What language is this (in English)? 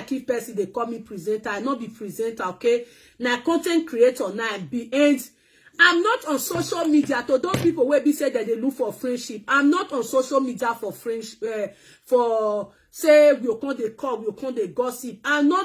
Nigerian Pidgin